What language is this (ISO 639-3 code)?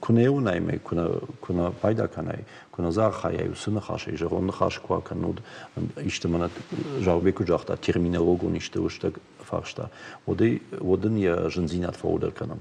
oss